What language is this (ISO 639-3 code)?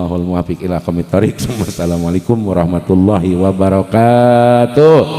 sun